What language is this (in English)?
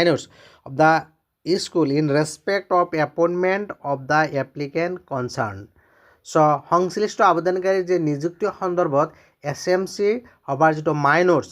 Assamese